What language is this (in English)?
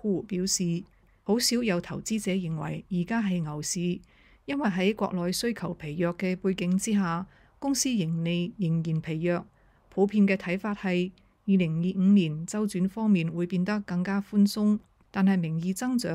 Cantonese